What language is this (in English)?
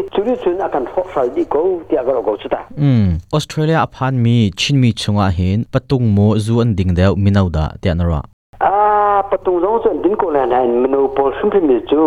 Hakha Chin